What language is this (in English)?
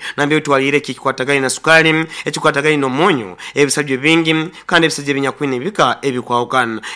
Nyoro